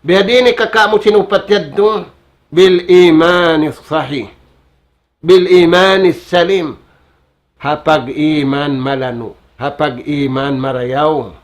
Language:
Tausug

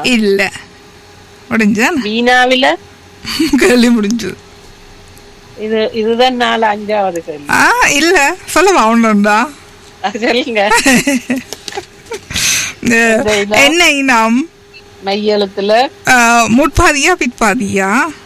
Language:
Tamil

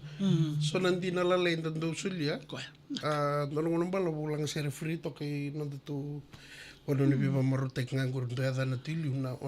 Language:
Fijian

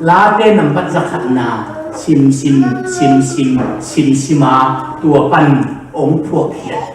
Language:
Tedim Chin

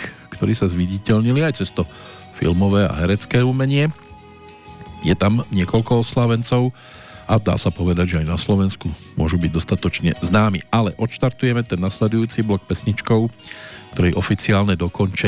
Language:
Slovak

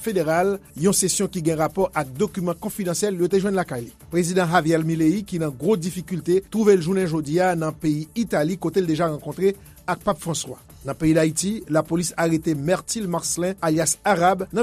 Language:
Haitian Creole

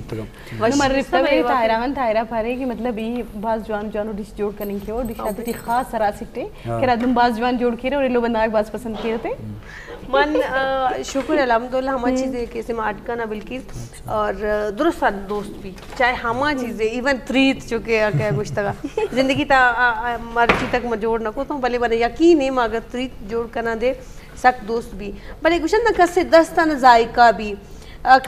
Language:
Eastern Balochi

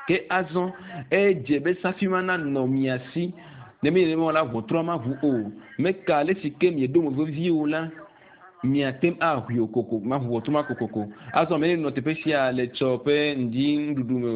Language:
Ewe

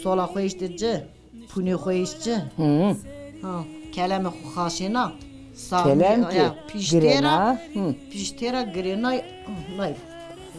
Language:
Zaza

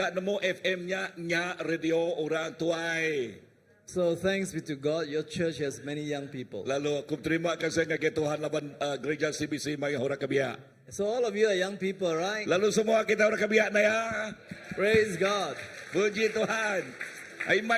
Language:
Iban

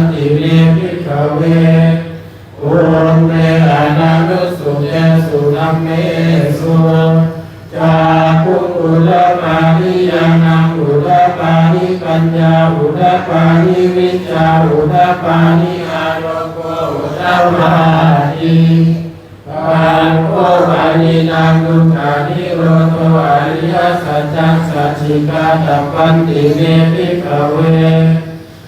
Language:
Pali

